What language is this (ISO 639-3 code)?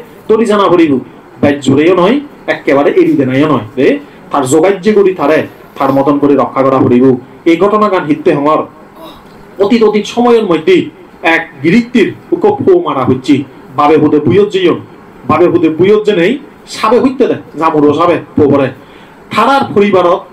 ccp